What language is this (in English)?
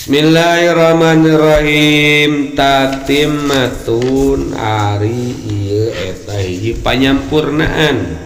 Sundanese